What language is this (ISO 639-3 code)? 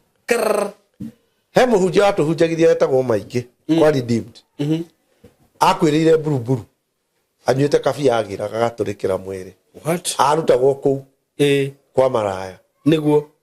kik